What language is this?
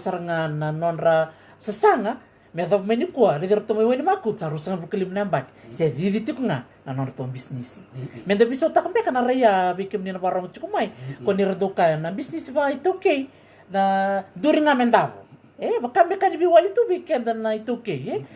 Fijian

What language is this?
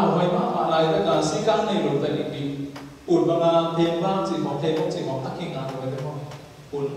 Tedim Chin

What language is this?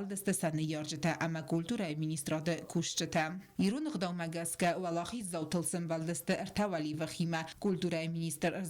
Ossetic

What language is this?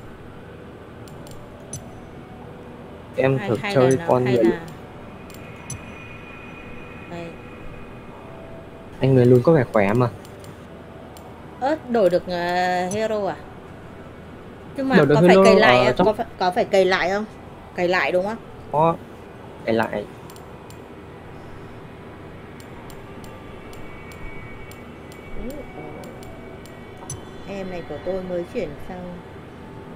Vietnamese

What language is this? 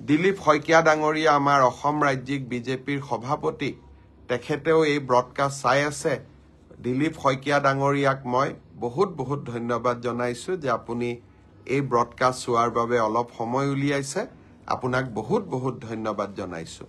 Assamese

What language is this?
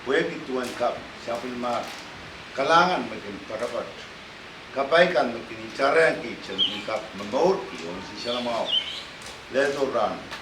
Pohnpeian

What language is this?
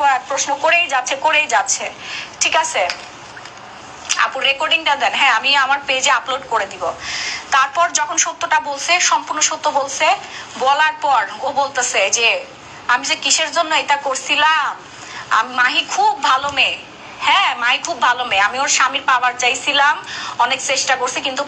Bangla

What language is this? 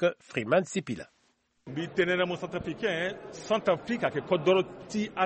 Sango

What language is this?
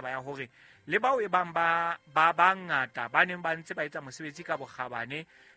Southern Sotho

